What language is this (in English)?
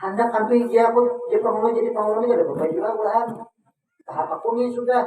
Banjar